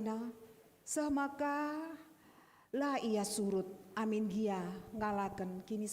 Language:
Batak Karo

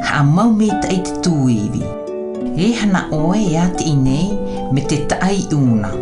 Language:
South Marquesan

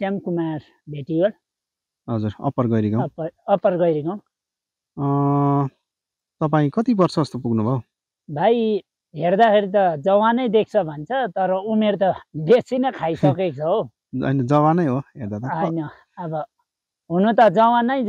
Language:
Nepali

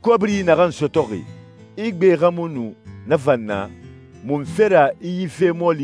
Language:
Susu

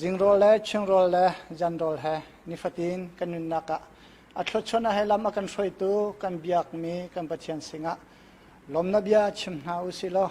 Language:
Hakha Chin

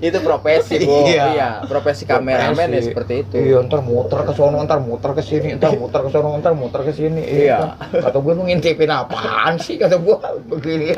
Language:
Betawi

